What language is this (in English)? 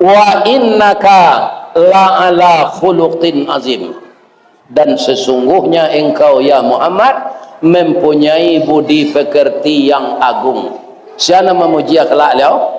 Minangkabau